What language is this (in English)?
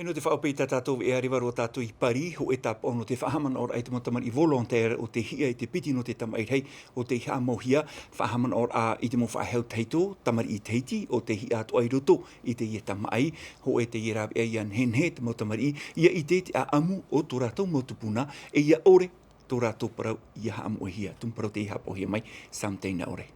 Tahitian